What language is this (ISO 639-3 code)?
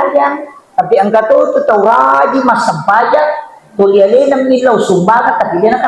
bug